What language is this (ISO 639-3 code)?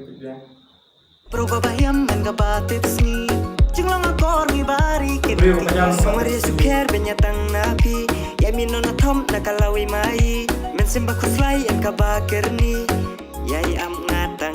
kha